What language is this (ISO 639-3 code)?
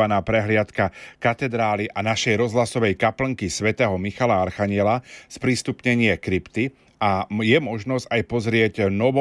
slk